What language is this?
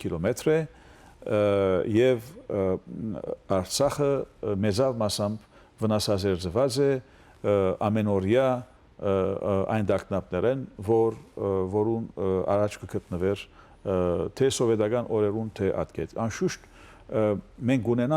Western Armenian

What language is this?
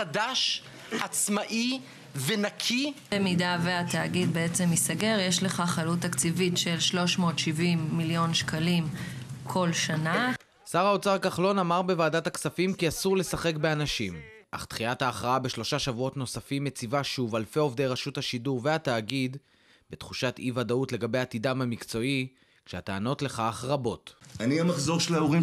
Hebrew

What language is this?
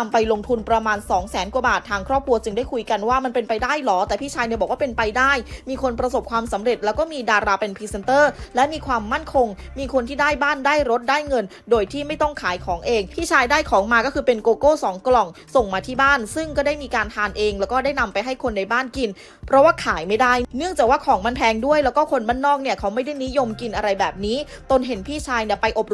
Thai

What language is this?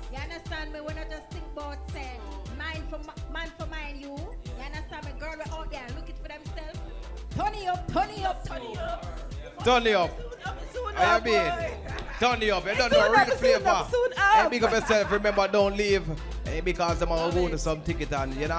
Jamaican Creole English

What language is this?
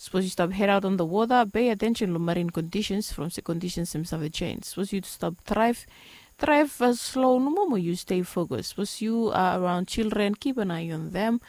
Bislama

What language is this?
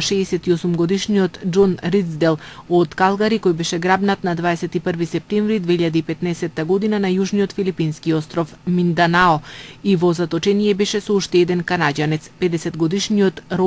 Macedonian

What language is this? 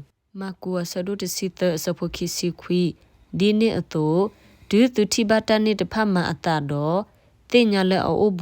S'gaw Karen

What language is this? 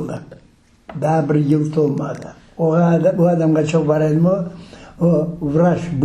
Crimean Tatar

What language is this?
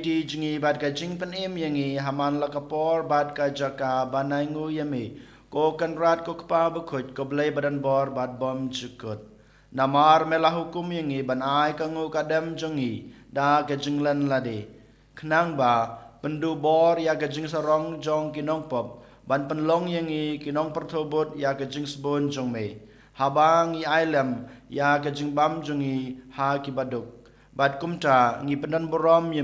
Khasi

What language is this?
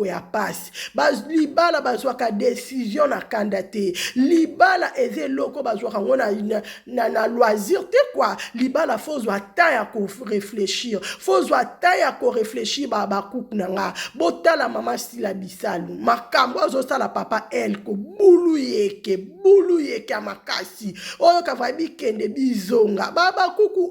Lingala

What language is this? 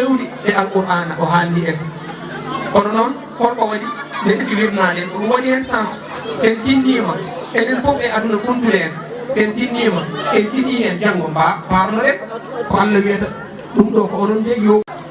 Fula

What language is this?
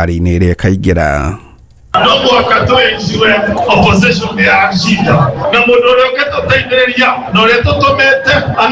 Kikuyu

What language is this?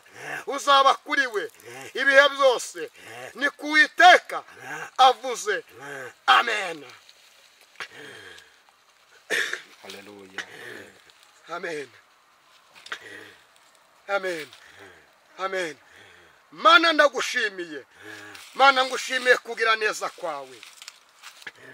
Kinyarwanda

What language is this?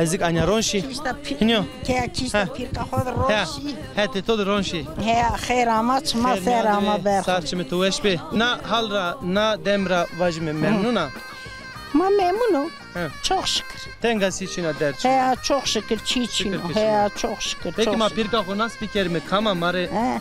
Zaza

